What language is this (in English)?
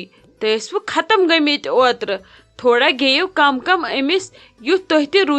Kashmiri